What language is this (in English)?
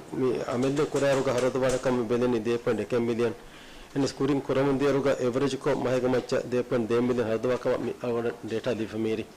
Divehi